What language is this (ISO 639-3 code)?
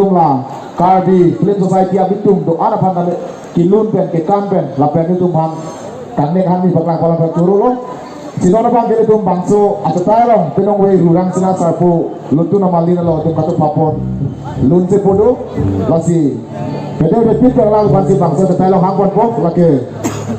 mjw